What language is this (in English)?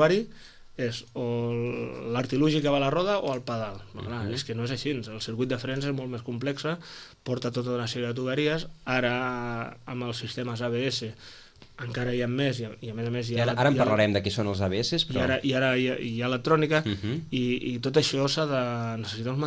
Catalan